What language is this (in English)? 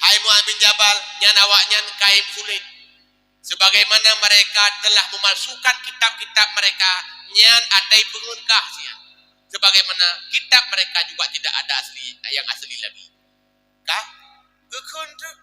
Achinese